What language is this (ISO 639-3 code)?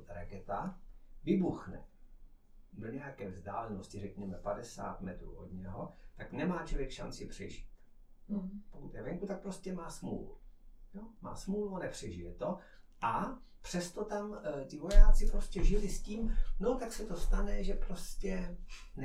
ces